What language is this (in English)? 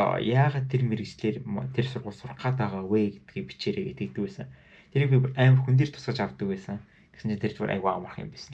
Mongolian